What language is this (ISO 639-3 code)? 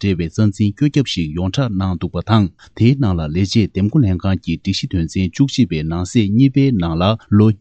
bod